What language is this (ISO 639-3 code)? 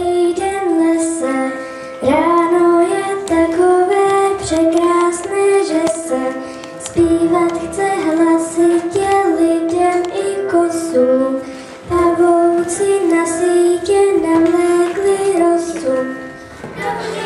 ces